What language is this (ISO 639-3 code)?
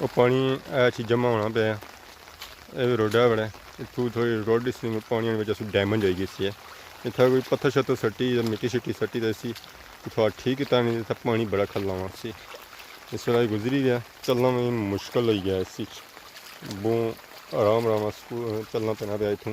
phr